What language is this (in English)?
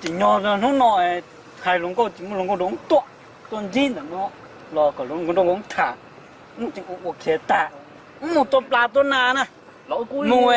Hmong